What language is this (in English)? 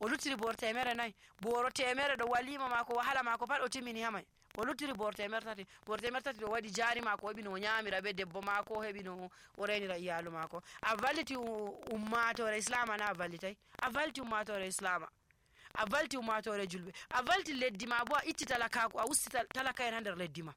Nigerian Fulfulde